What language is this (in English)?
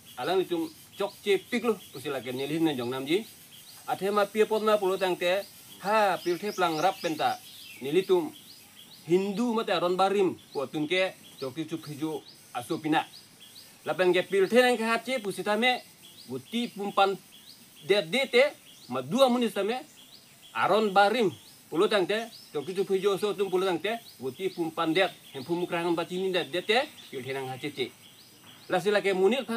Karbi